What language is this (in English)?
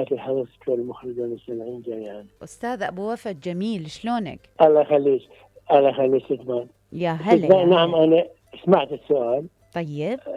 Mesopotamian Arabic